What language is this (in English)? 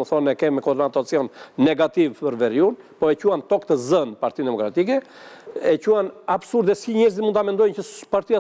Albanian